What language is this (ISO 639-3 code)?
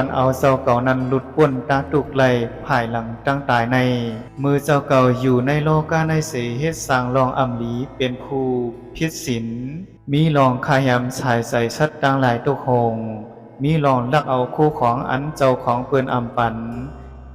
shn